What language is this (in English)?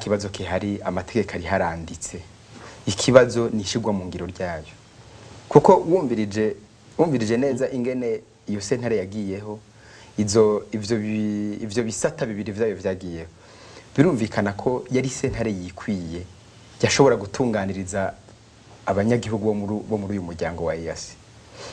Rundi